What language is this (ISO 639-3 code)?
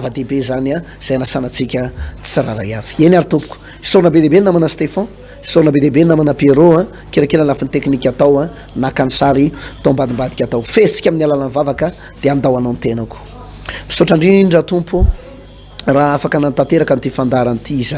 mlg